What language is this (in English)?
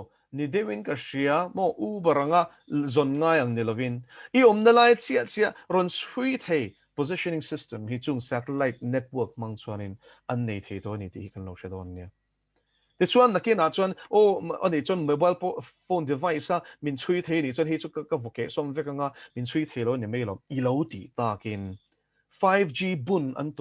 Mizo